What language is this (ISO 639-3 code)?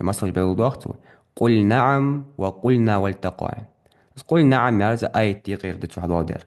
inh